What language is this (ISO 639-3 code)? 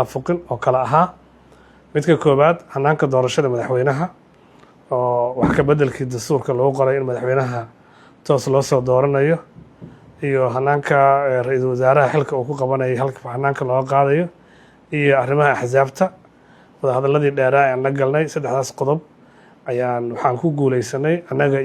som